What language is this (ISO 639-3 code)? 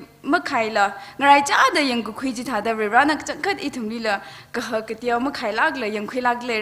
nmf